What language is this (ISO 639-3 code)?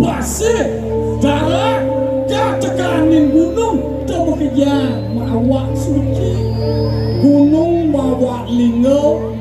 ban